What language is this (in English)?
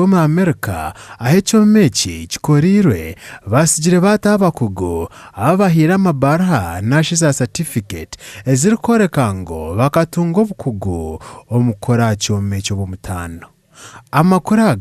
Nyankole